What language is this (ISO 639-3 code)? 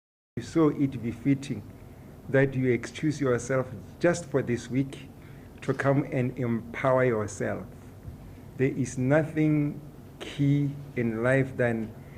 tsn